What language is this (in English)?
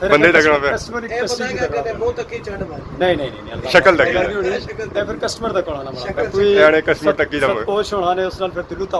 Pahari-Potwari